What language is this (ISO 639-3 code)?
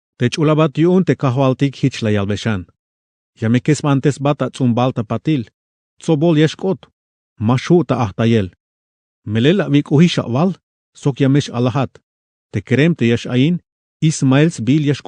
tzh